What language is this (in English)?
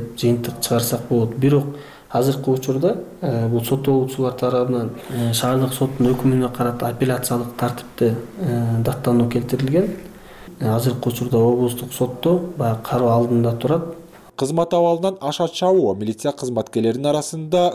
Kyrgyz